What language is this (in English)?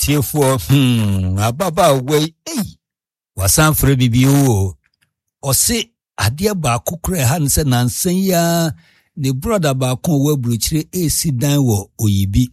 Akan